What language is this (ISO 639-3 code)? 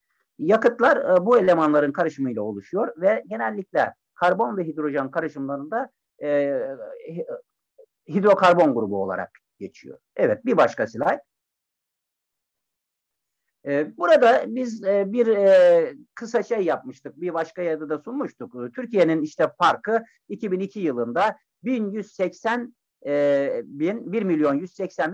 tur